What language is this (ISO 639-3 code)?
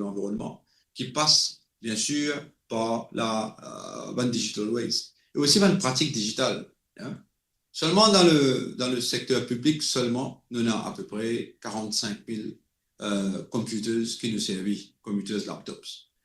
mfe